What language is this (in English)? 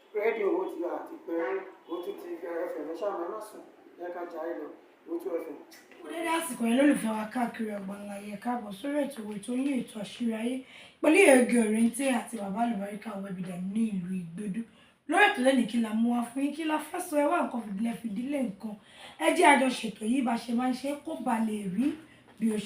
Yoruba